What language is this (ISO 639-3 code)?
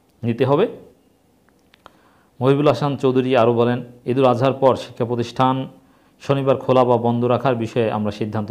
ben